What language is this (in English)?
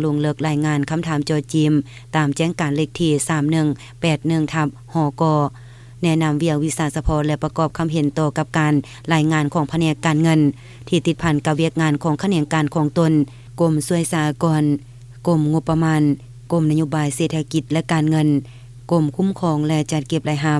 Lao